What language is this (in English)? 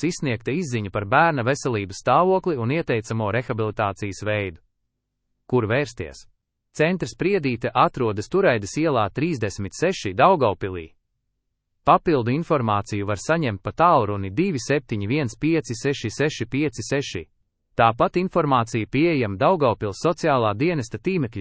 Latvian